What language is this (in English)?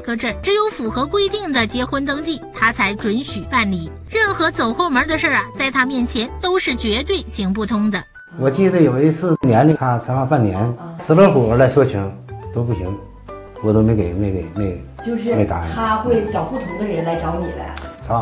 Chinese